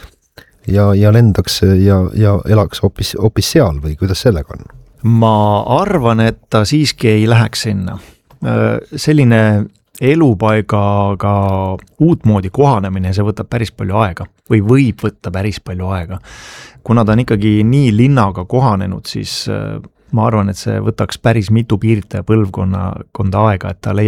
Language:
Estonian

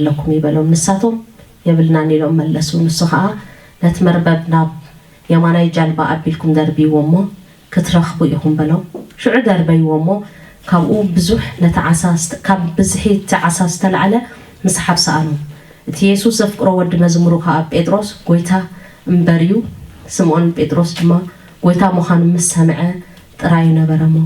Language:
Tigrinya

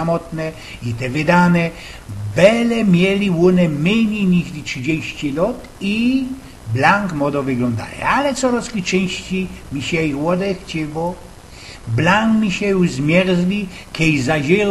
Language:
Silesian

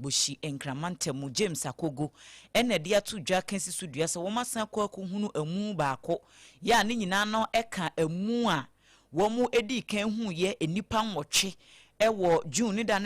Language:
Akan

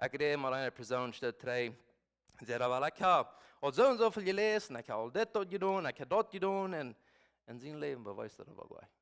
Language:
Plautdietsch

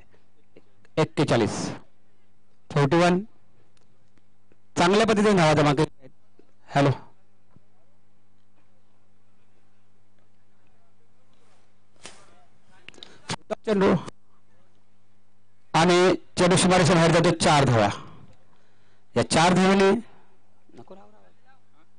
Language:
Marathi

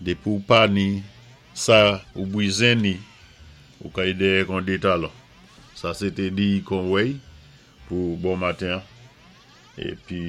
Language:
Saint Lucian Creole French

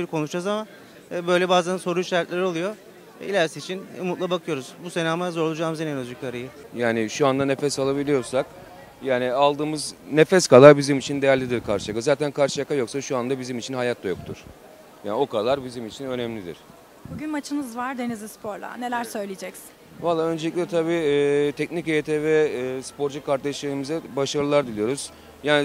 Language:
Turkish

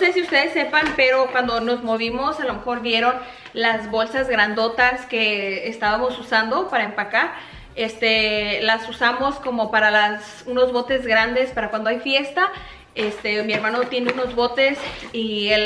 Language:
Spanish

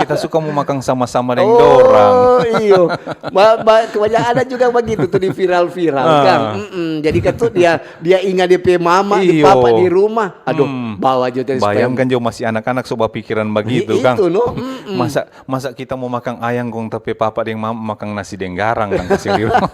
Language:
Manado Malay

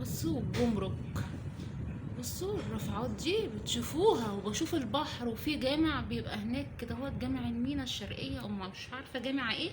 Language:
Egyptian Arabic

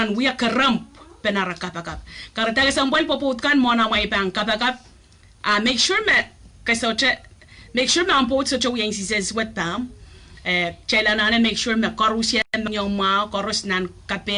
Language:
Pohnpeian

